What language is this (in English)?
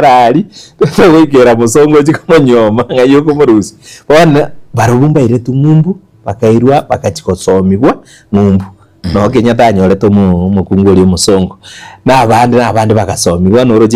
Gusii